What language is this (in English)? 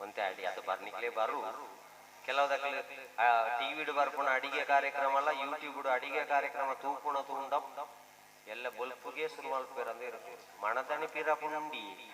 Tulu